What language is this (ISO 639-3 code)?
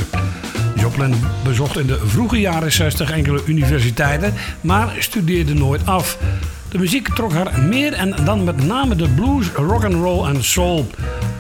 nld